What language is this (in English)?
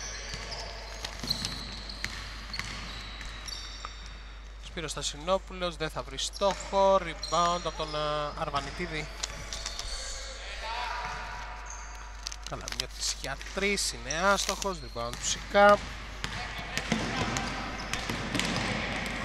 Greek